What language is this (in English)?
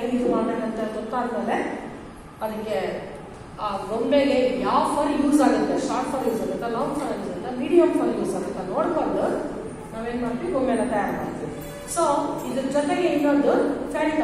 Kannada